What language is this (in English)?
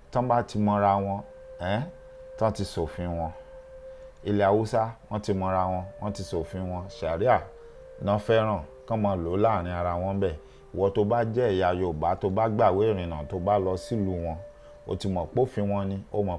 Yoruba